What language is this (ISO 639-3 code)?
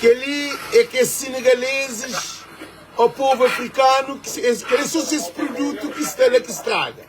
kea